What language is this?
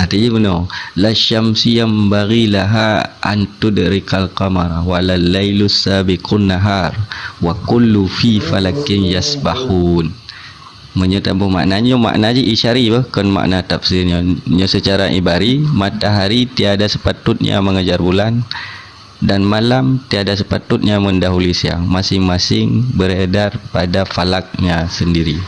Achinese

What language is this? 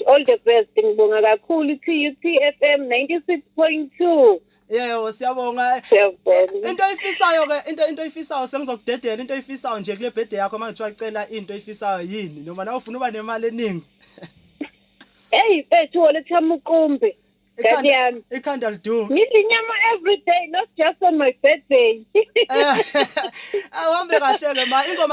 Zulu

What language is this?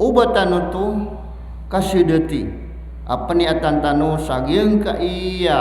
Maranao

